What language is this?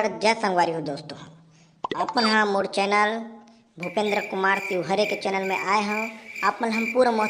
Chhattisgarhi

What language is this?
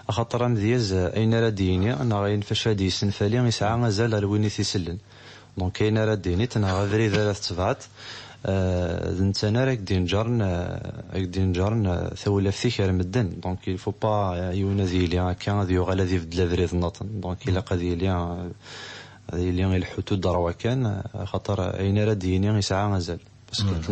Kabyle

